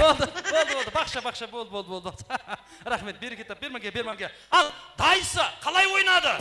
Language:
Kara-Kalpak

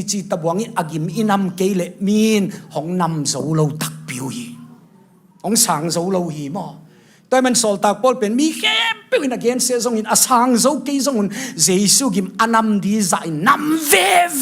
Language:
Tedim Chin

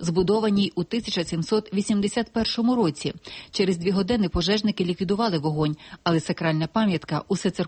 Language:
Ukrainian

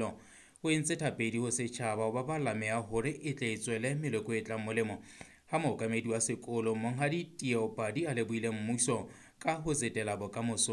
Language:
Southern Sotho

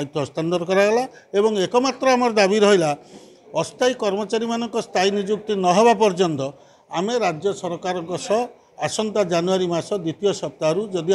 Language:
Odia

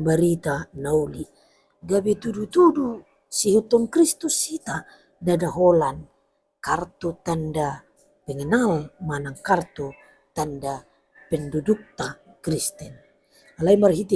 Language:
Batak Toba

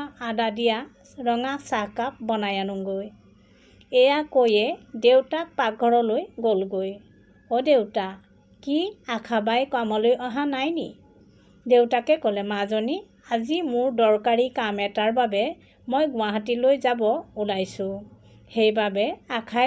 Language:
Assamese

